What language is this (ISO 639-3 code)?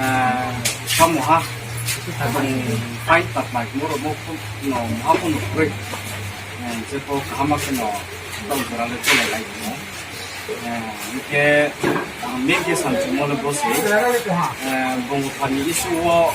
ria